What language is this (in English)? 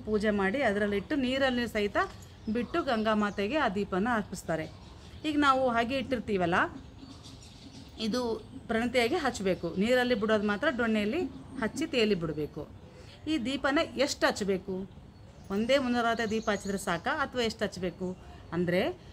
Kannada